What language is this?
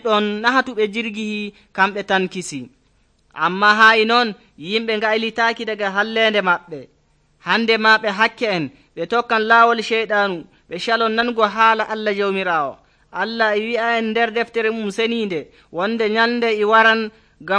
Nigerian Fulfulde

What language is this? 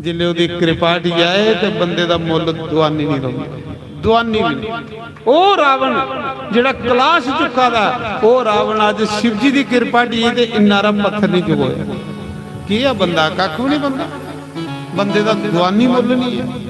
Dogri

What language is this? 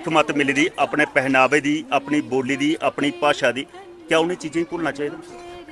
Dogri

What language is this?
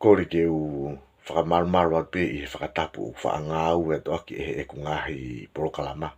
Tongan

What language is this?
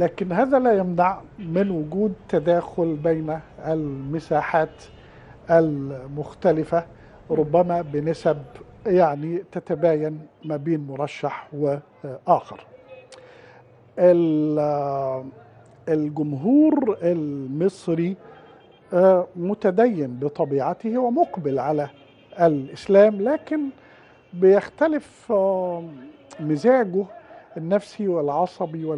Egyptian Arabic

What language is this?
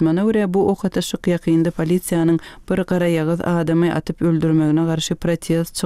Turkmen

